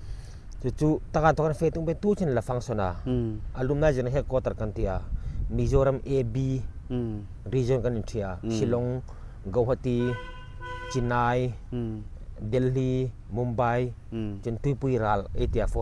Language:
Hmar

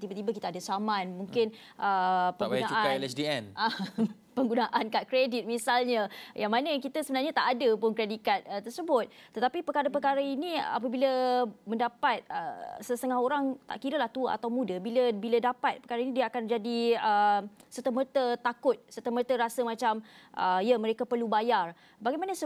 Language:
Malay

